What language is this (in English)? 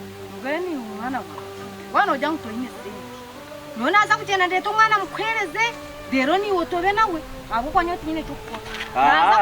Nyankole